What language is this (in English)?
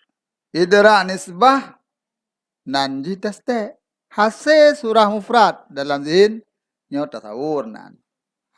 Achinese